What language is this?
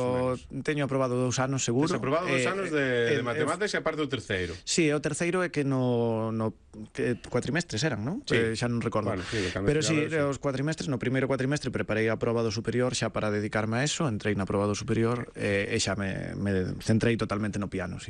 Galician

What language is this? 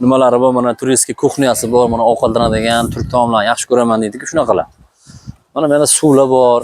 Uzbek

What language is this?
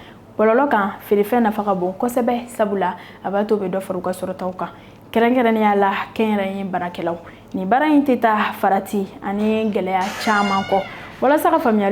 Bambara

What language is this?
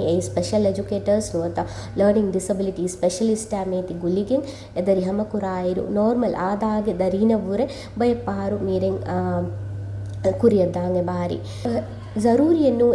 Divehi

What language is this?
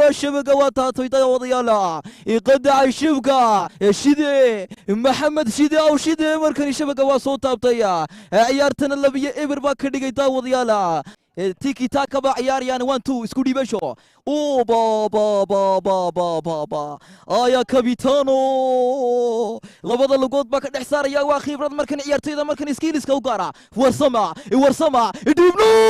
Somali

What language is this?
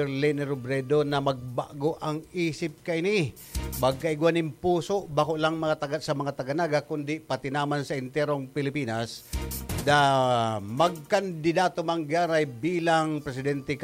Bikol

